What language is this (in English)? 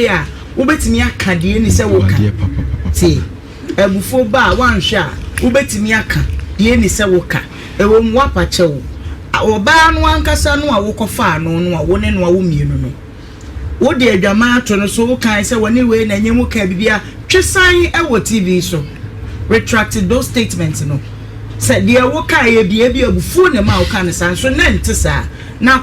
Akan